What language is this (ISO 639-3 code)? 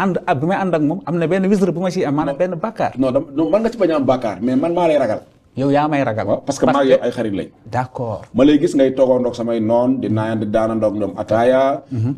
wol